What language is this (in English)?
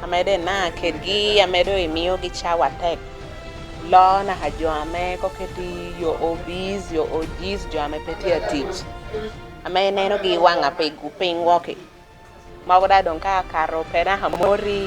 Lango (Uganda)